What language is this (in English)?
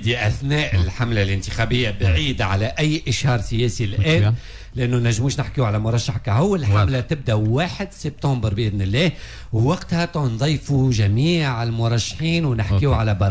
Tunisian Arabic